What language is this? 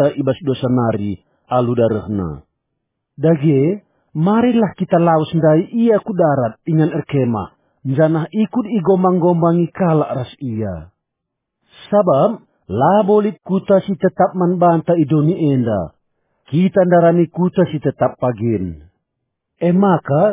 Batak Karo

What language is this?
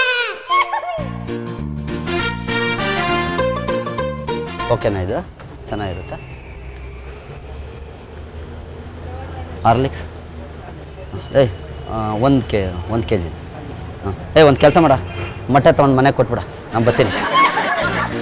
Kannada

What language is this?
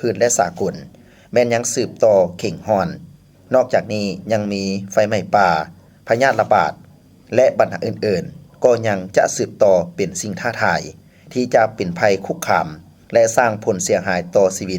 Lao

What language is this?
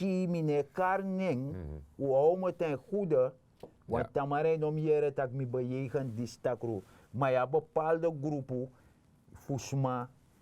Sranan Tongo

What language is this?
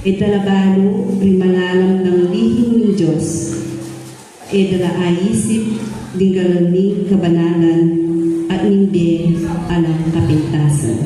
Pampanga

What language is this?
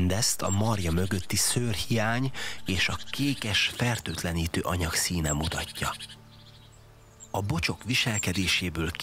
Hungarian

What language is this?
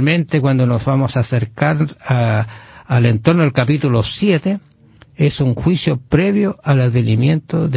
Spanish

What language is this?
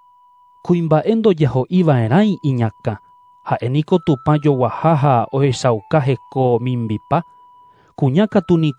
Guarani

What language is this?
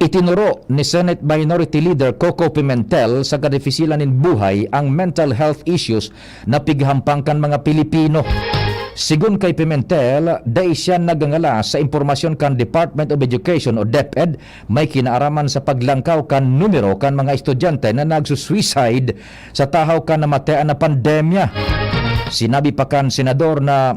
Bikol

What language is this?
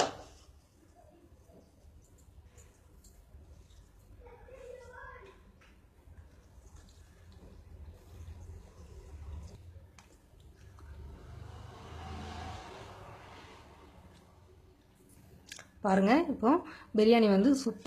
Tamil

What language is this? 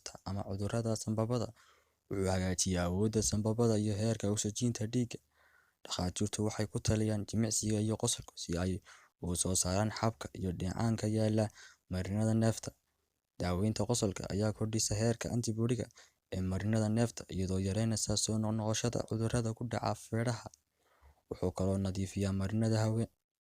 Somali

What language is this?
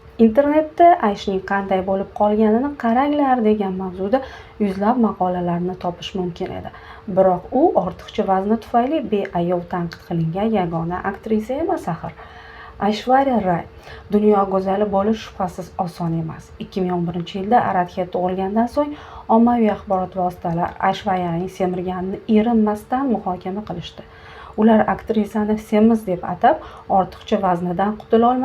Uzbek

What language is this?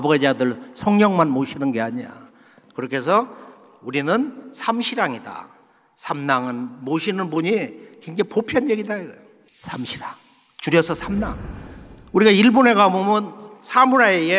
Korean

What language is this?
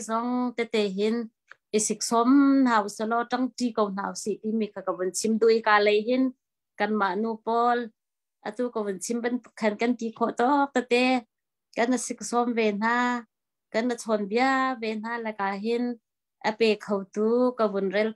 Hakha Chin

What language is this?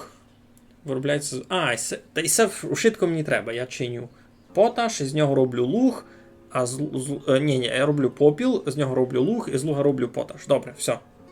Rusyn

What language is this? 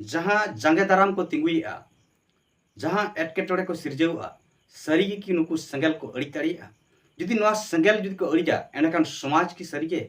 Santali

